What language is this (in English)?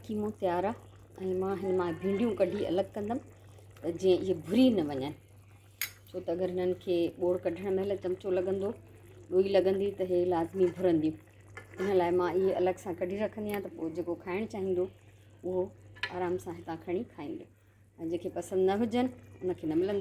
Sindhi